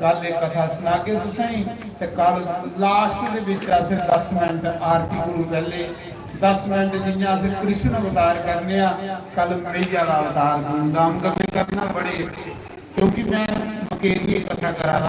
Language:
Dogri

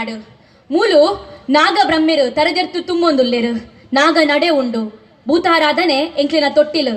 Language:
Tulu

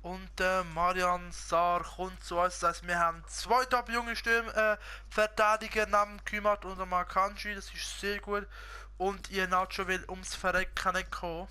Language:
Swiss German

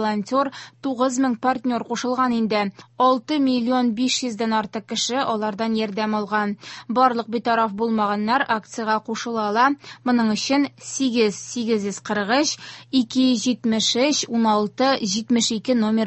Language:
Tatar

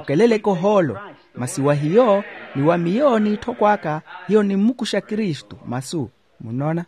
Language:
Makhuwa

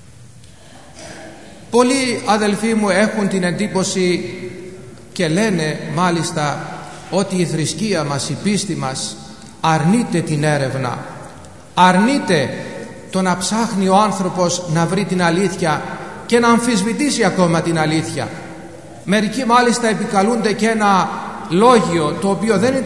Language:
Greek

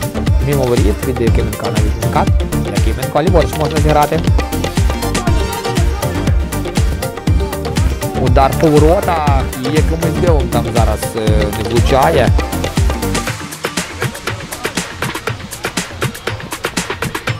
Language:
Ukrainian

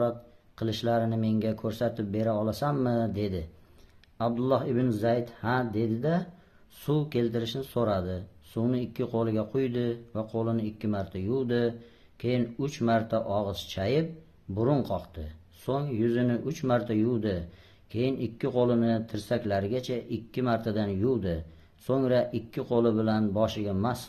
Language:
Uzbek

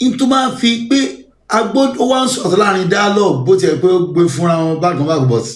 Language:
Yoruba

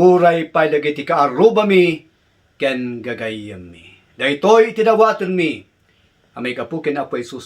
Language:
Iloko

